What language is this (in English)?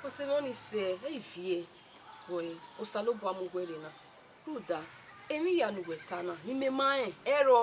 Bini